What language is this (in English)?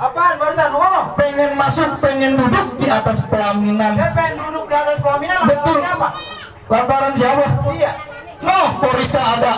Betawi